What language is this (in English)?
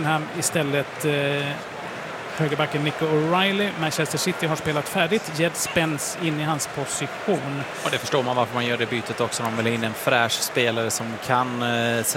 Swedish